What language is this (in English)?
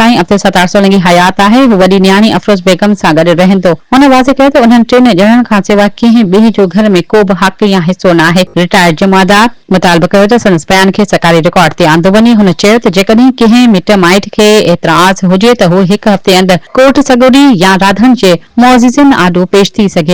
Sindhi